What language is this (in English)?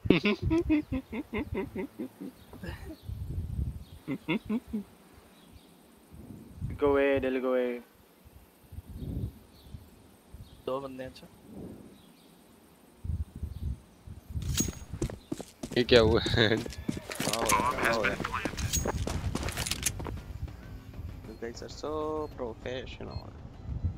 Hindi